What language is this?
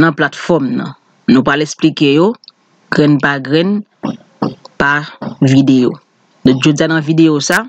Haitian Creole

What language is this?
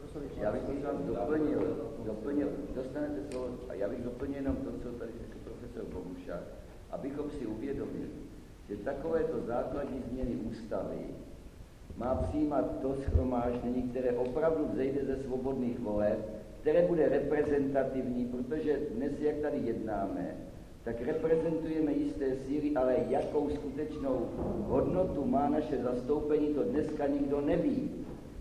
Czech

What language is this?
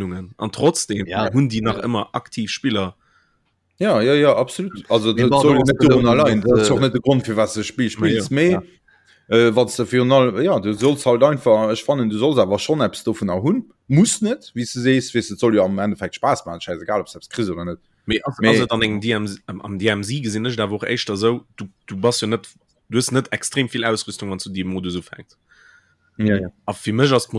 Luxembourgish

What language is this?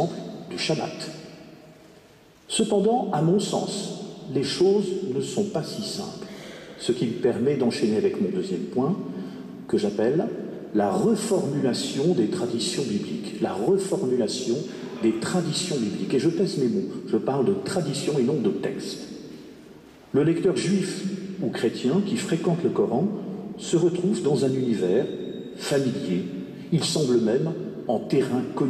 French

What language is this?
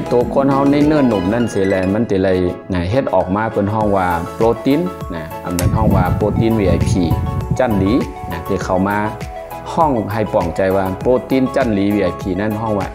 Shan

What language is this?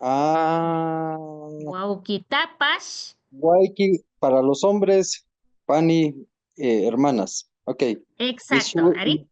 Imbabura Highland Quichua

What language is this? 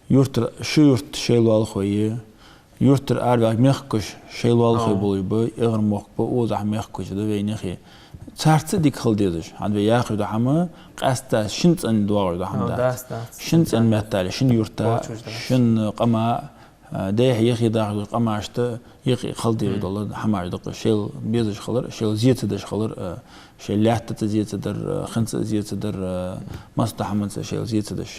Ingush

